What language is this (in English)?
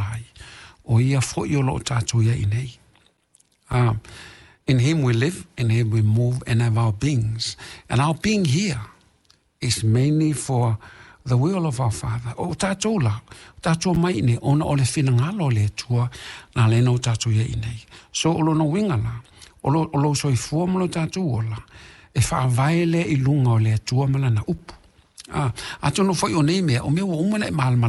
Samoan